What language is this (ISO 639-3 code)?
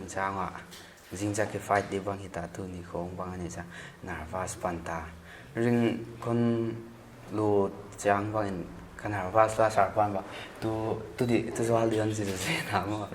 pck